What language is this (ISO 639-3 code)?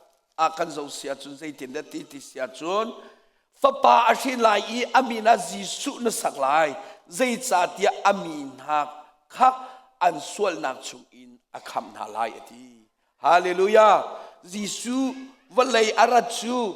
cnh